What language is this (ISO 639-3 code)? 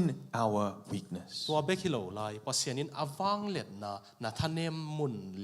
ctd